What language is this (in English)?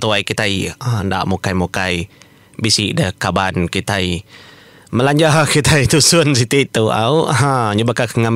Iban